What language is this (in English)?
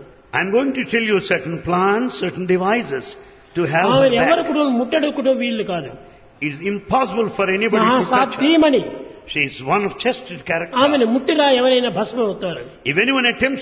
Telugu